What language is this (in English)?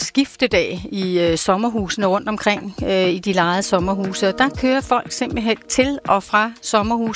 Danish